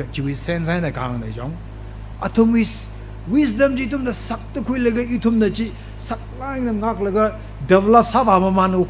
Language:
Tangkhul Naga (India)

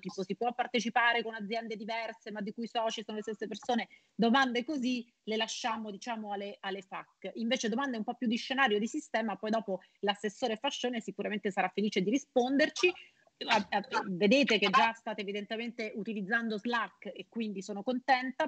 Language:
Italian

